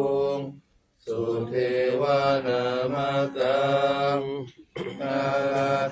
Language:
Pali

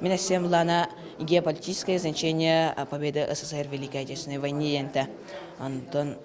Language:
Yakut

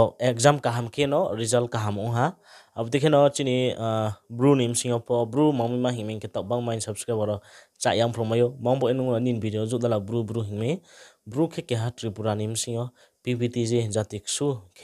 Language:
Riang (India)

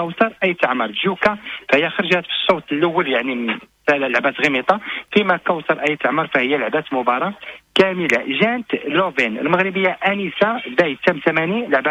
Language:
Moroccan Arabic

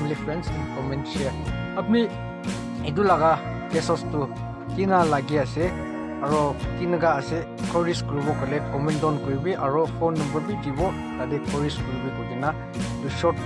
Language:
Naga Pidgin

